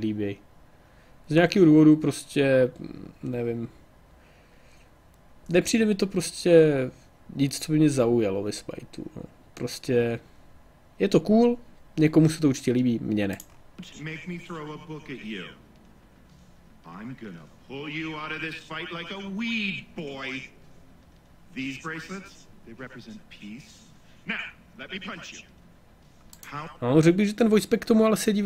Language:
Czech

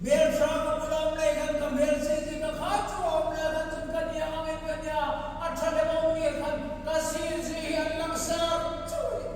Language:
Hmar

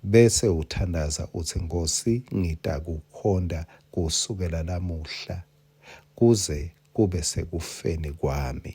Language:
Swati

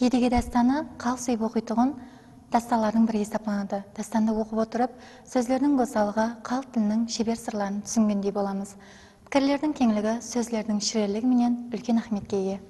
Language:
Kara-Kalpak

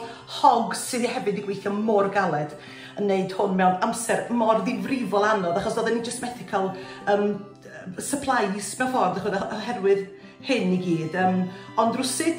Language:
Welsh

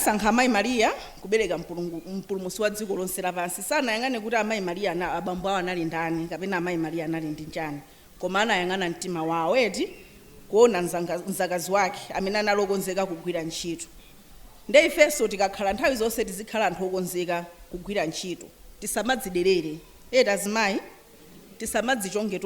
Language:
Nyanja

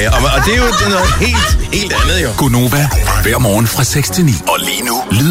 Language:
Danish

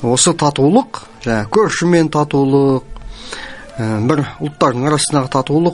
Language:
Kazakh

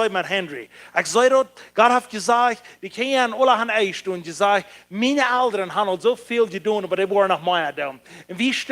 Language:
Plautdietsch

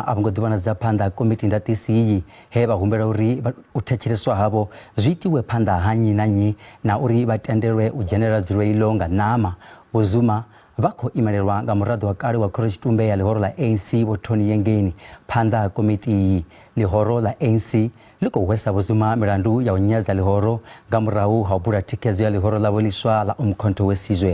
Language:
Venda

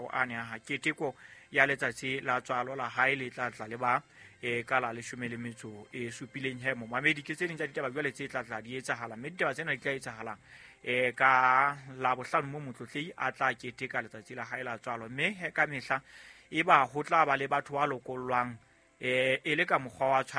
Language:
Southern Sotho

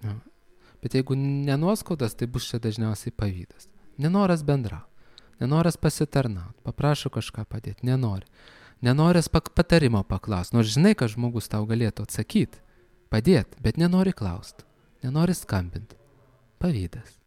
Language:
Lithuanian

